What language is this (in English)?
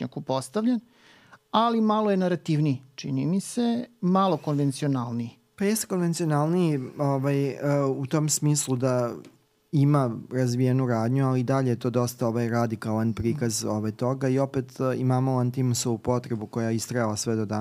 Serbian